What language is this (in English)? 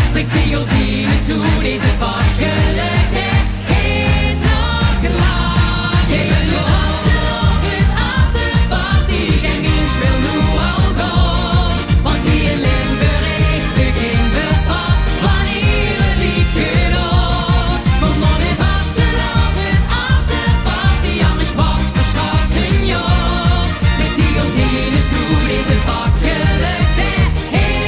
Limburgish